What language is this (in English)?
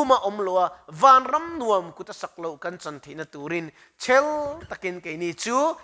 Mizo